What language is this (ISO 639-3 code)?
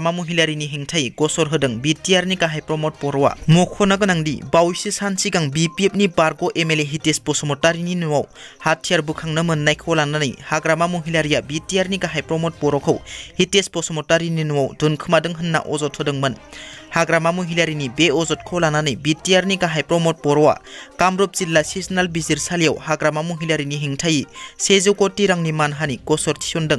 brx